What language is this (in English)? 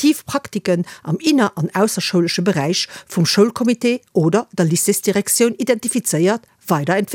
Luxembourgish